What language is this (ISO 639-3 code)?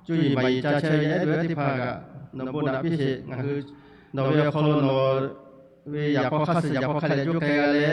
lhu